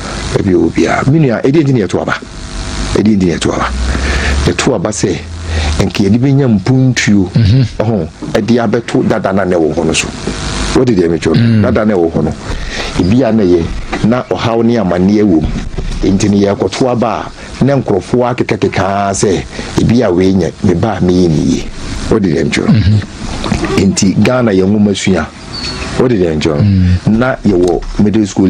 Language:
Akan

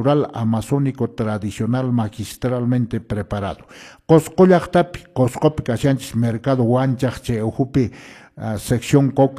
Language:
Quechua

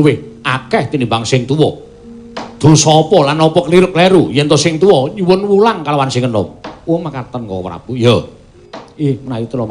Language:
Javanese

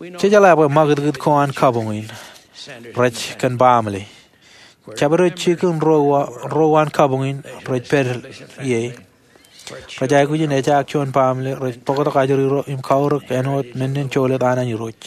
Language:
Marshallese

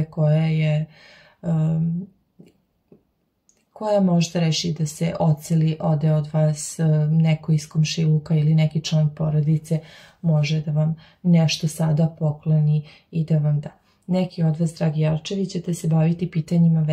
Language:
Serbian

